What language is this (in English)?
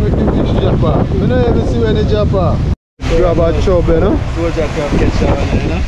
Jamaican Creole English